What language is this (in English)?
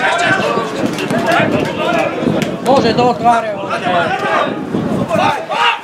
Slovak